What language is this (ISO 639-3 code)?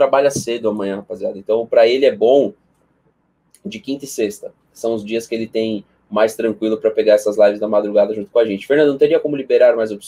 por